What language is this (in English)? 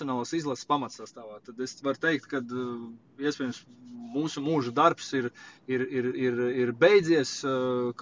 Latvian